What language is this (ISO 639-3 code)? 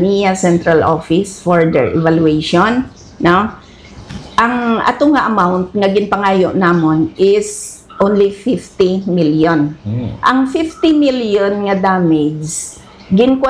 hil